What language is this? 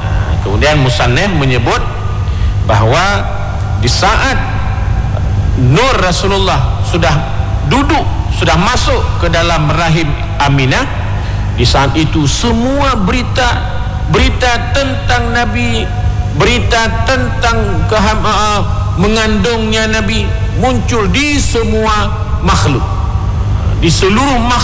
Malay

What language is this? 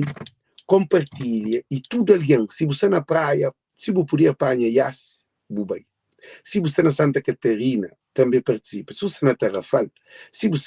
Kabuverdianu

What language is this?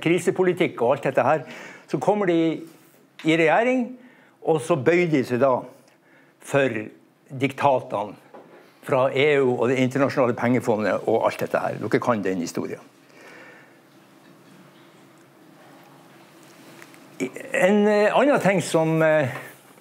Norwegian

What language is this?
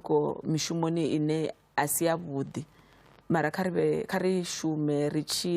Venda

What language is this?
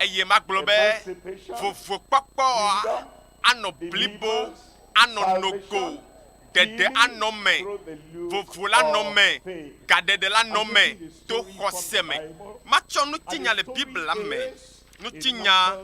Ewe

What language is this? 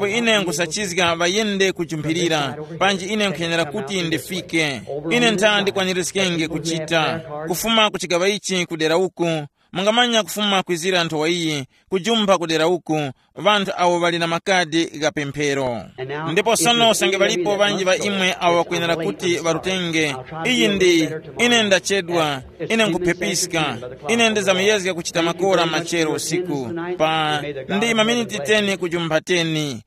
Tumbuka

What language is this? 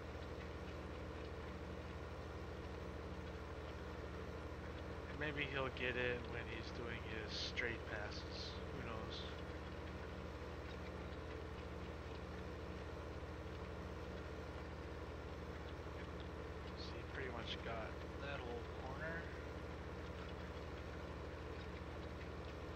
English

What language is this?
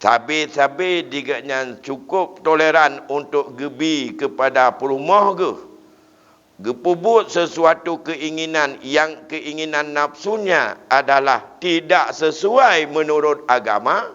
Achinese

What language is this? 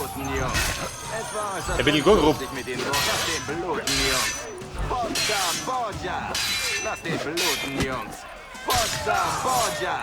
Bavarian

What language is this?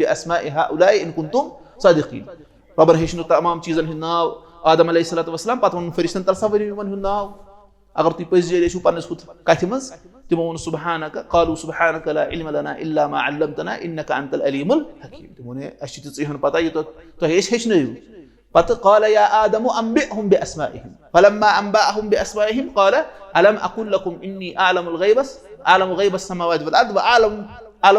Kashmiri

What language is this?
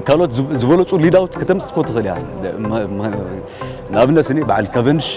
Tigrinya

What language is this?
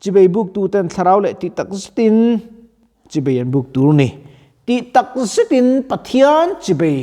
Mizo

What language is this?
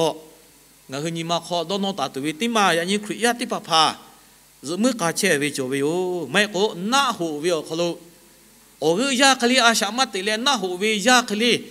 Lahu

